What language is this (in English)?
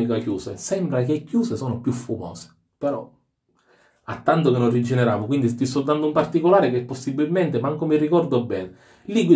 Italian